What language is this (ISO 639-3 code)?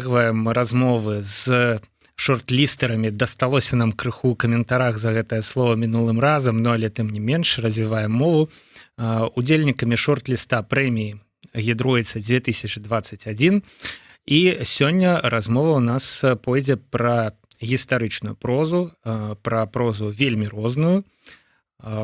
bel